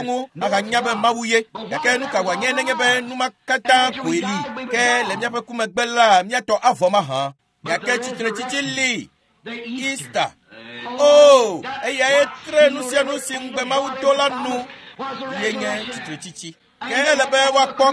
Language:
Ewe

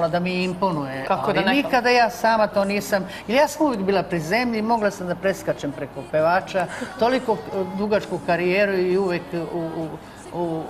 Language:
Serbian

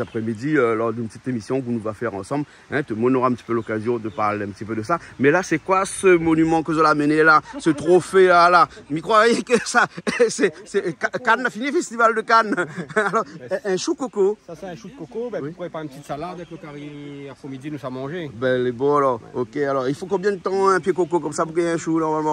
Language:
Réunion Creole French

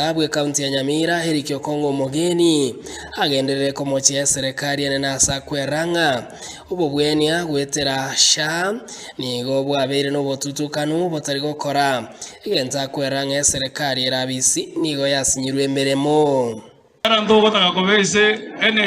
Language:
Gusii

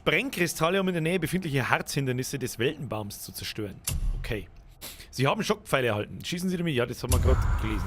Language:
Bavarian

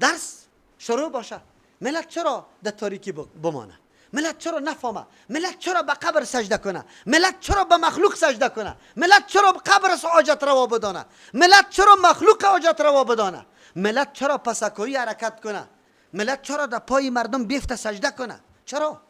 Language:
Persian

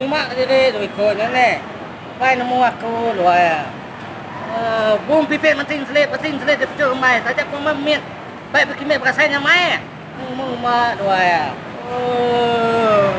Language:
Iban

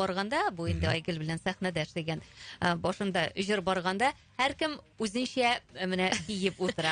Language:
Tatar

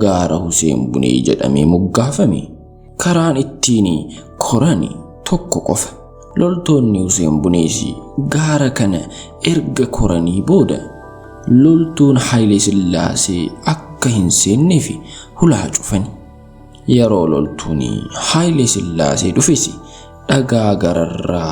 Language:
Oromo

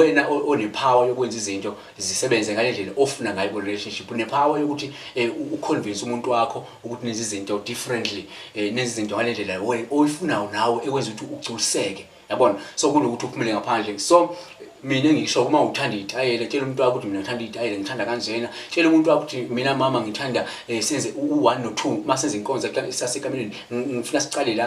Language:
Zulu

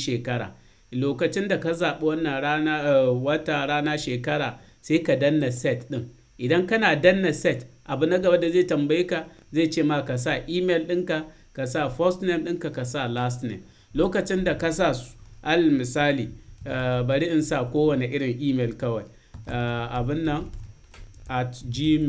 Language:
Hausa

